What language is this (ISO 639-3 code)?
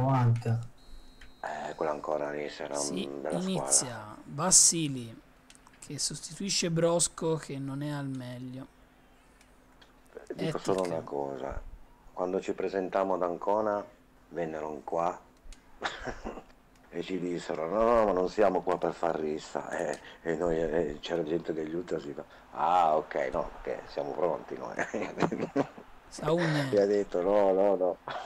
ita